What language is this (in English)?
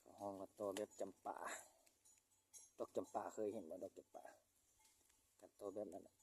Lao